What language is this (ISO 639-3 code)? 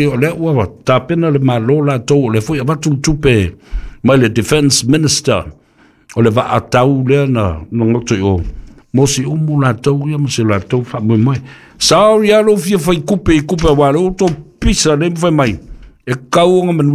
smo